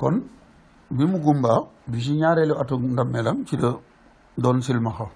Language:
Wolof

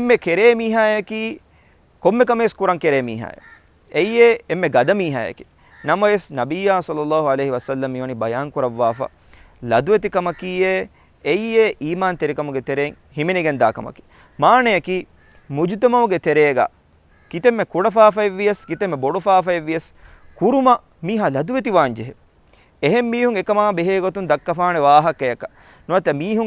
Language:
Divehi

